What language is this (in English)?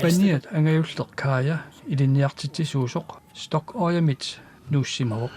Kalaallisut